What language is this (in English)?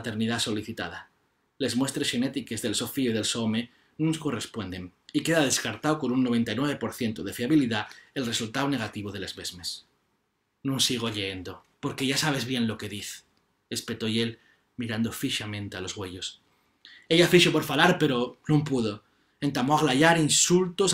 Asturian